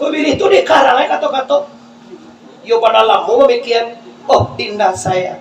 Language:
Minangkabau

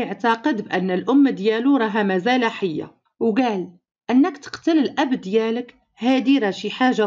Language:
Moroccan Arabic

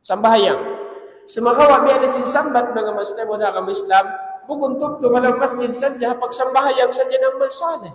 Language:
Tausug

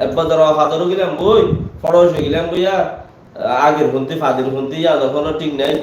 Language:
Rohingya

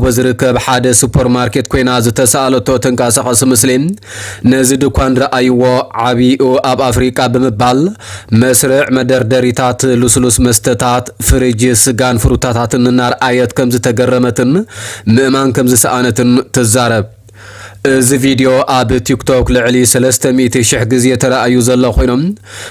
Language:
Tigrinya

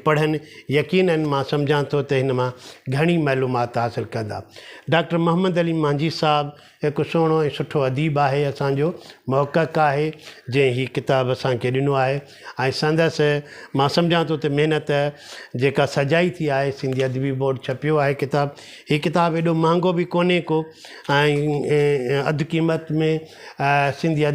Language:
Sindhi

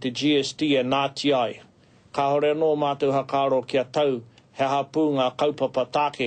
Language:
Māori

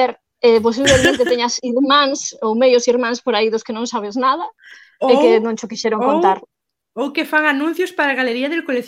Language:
Galician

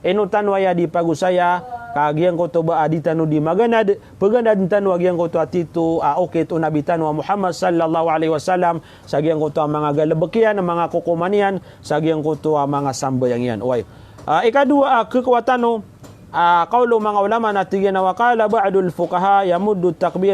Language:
Maranao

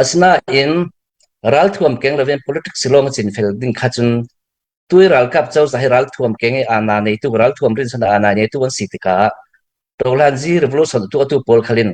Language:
Falam Chin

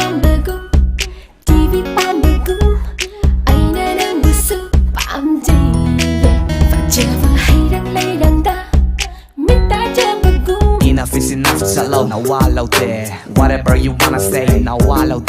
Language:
Manipuri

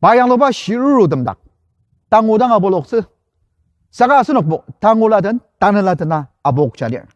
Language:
Ao Naga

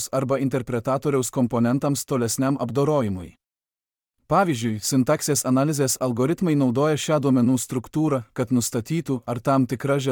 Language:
Lithuanian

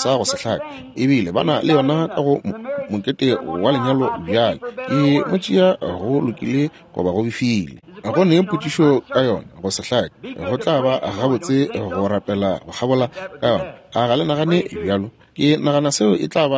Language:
Northern Sotho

